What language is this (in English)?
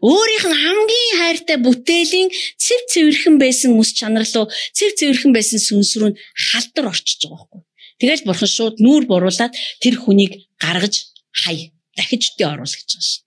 Mongolian